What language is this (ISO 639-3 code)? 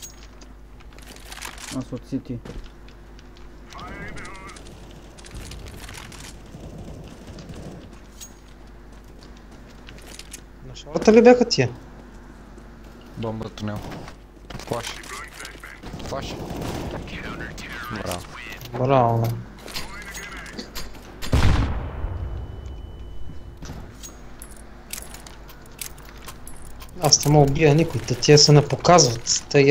bul